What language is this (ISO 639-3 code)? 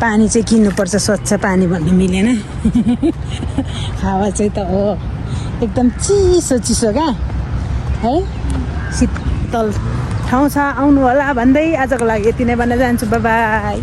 nep